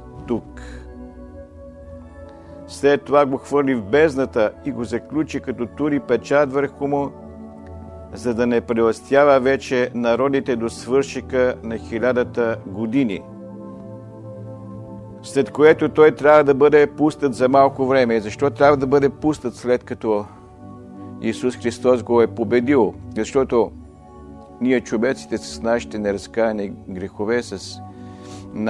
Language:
Bulgarian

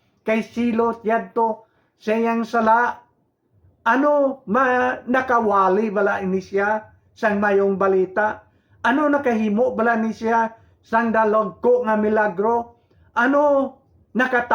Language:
Hiligaynon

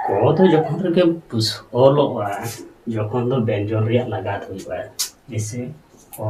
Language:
Santali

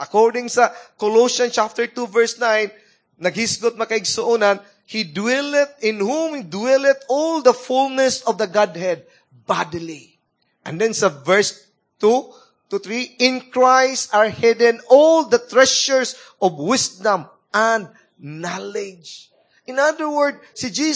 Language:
Cebuano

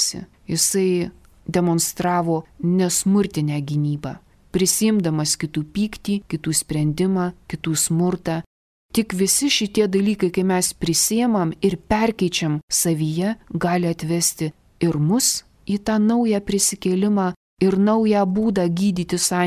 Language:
Lithuanian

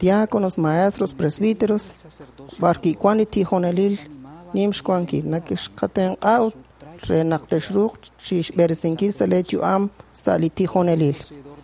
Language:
Kekchí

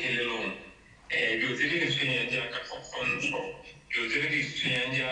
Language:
Tswana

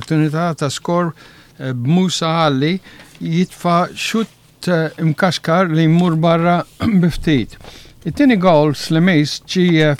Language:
Maltese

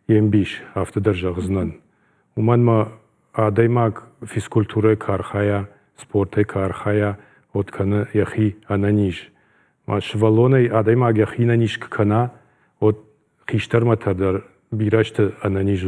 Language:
Ossetic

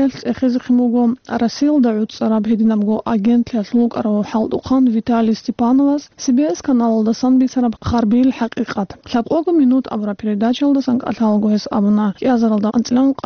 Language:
Avaric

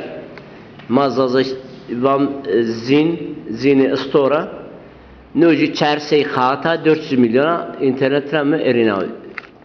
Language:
Zaza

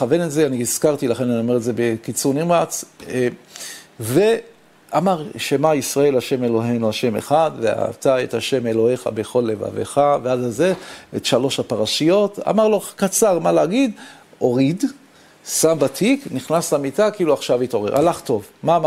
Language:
Hebrew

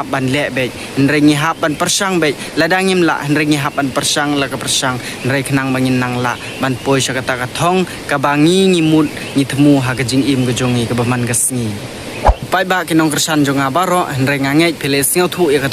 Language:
Khasi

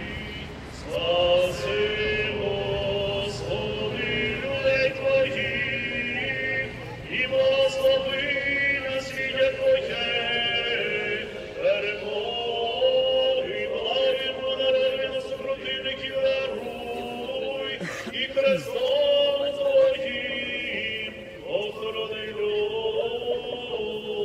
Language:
Ukrainian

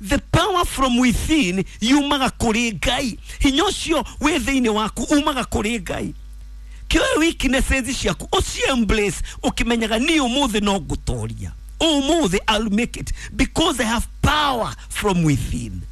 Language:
Kikuyu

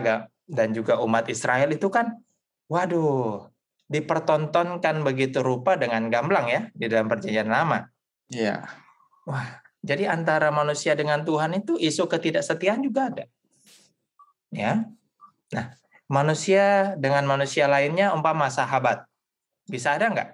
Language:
Indonesian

